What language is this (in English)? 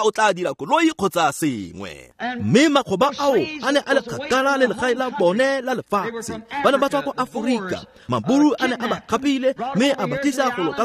Tswana